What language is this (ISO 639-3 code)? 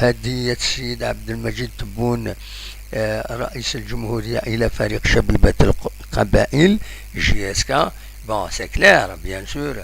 kab